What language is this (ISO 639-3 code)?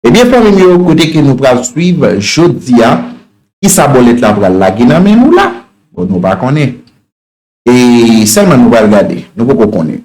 hat